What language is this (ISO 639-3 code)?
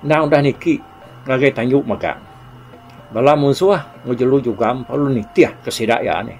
iba